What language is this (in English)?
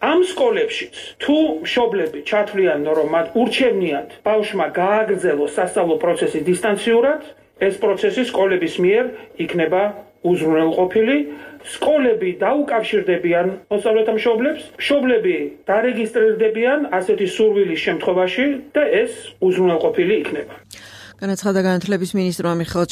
Georgian